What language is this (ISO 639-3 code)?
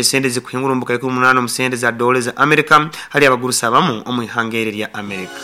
nyn